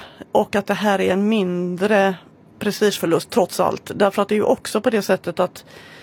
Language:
Swedish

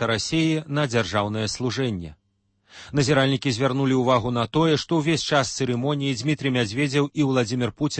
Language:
Belarusian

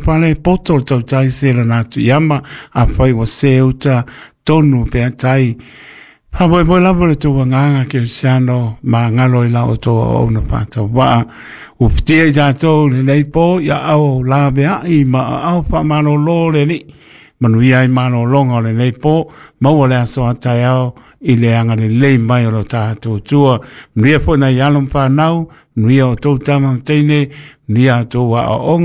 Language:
Samoan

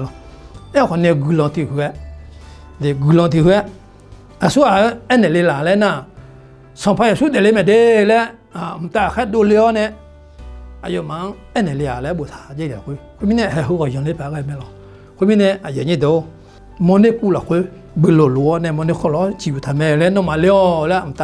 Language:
Akha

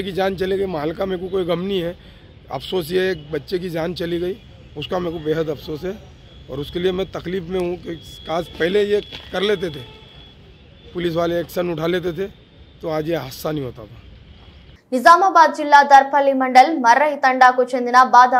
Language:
Telugu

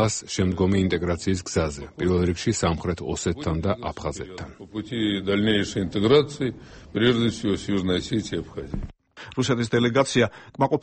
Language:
Georgian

